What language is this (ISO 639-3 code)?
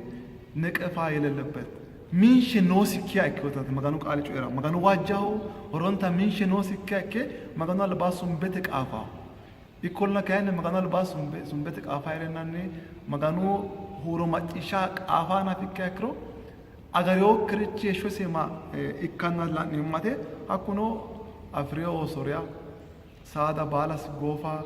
sid